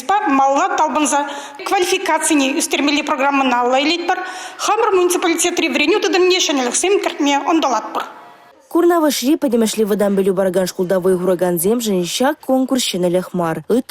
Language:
Chuvash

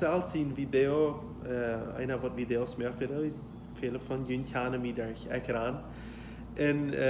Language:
Plautdietsch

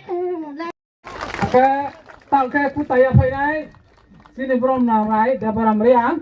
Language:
Kok Borok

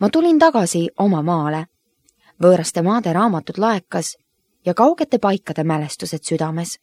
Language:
Estonian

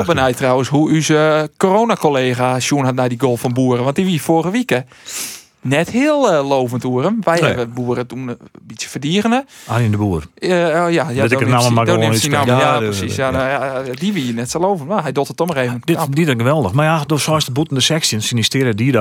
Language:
Western Frisian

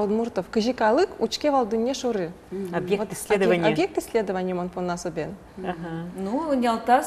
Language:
Udmurt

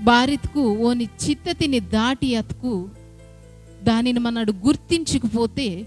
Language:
Koya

